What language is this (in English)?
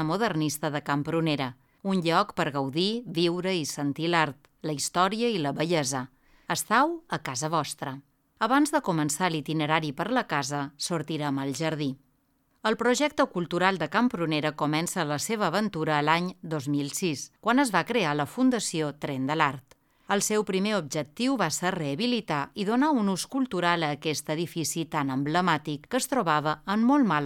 Catalan